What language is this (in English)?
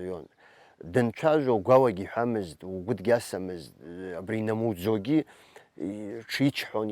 Abkhazian